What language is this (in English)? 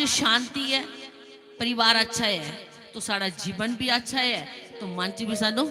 Dogri